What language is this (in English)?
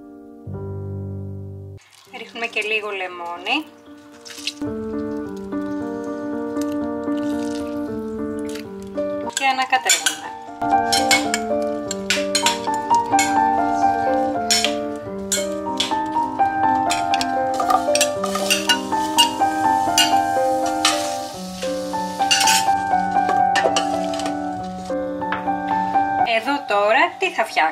Greek